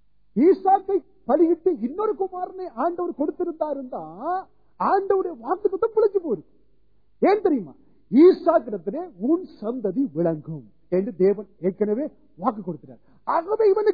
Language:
Tamil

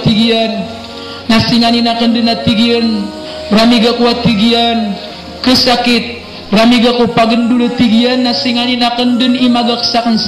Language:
Maranao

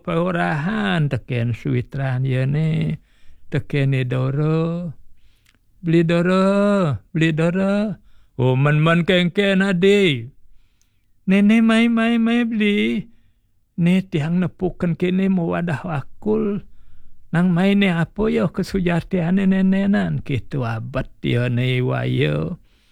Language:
Balinese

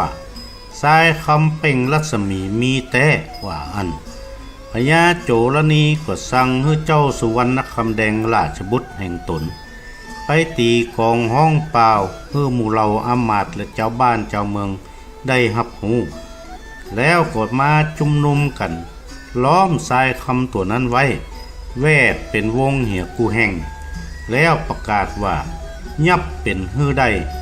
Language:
Northern Thai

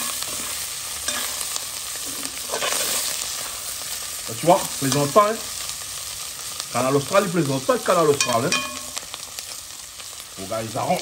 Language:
Réunion Creole French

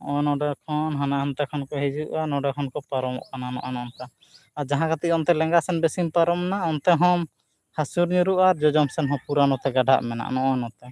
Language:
Santali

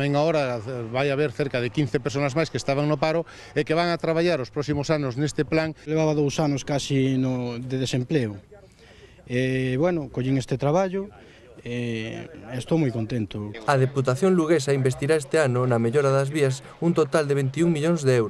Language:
Galician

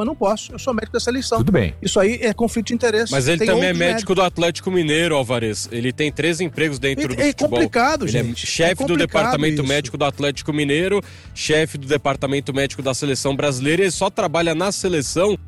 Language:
Portuguese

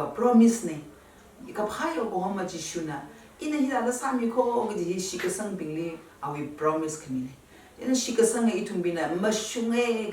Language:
Tangkhul Naga (India)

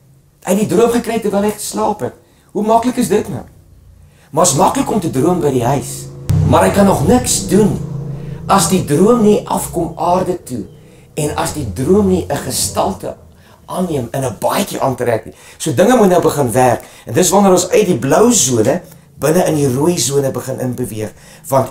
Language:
Afrikaans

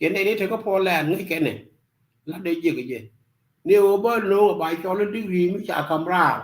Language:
Nuer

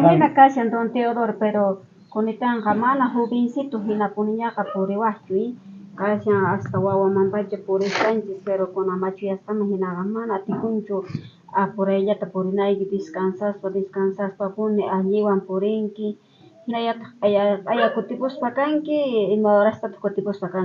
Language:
South Bolivian Quechua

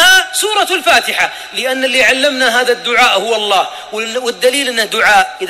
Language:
Arabic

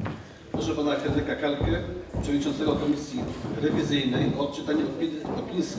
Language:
Polish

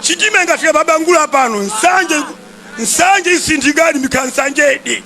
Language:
Nyanja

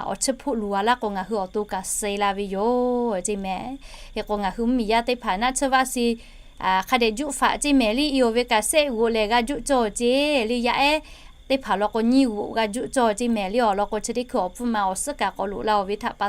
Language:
Lahu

